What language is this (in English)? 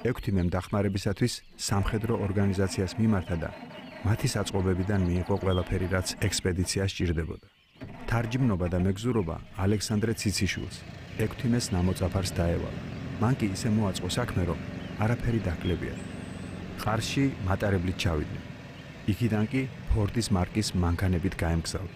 Georgian